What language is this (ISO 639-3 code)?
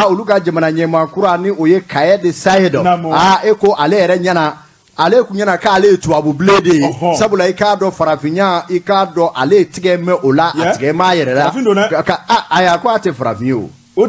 bam